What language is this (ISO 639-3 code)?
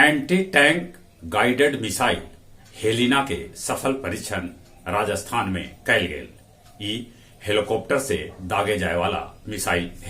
mag